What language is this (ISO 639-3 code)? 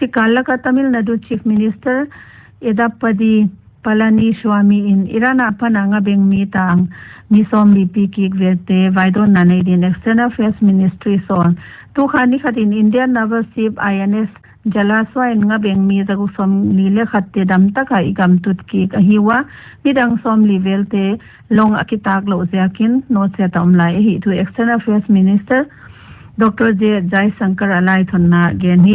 pck